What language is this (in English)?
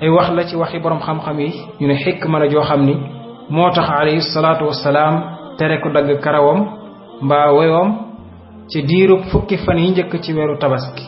Wolof